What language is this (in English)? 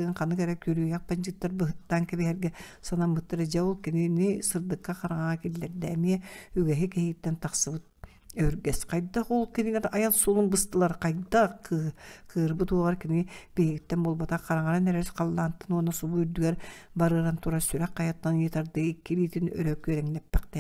Yakut